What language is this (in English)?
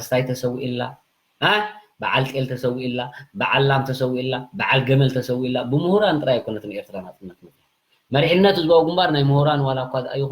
Tigrinya